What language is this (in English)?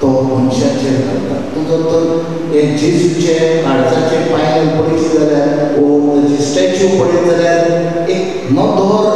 Konkani